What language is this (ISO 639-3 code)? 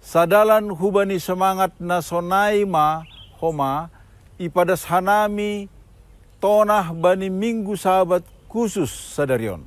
bts